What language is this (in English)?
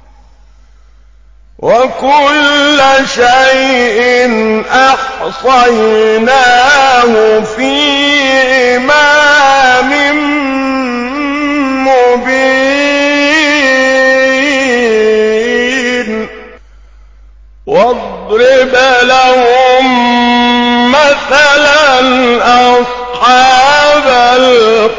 Arabic